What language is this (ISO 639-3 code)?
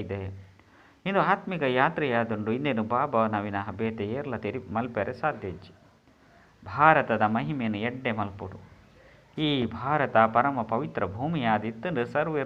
tcy